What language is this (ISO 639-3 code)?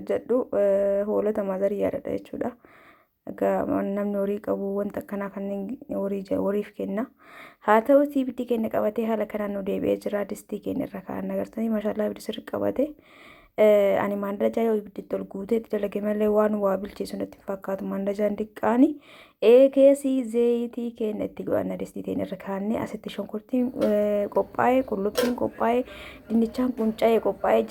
orm